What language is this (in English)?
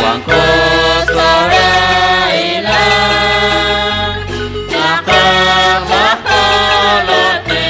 Kekchí